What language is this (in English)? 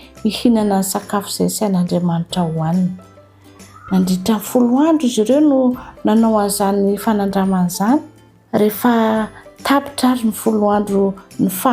Malagasy